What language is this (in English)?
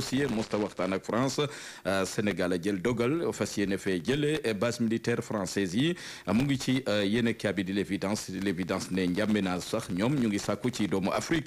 Wolof